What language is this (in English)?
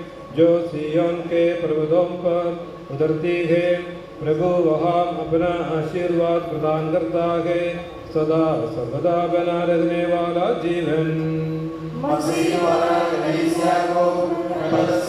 Hindi